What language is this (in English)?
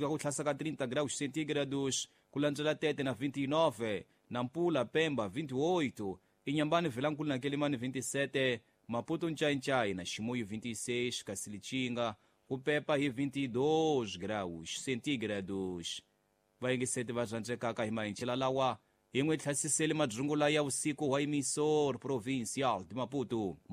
Tsonga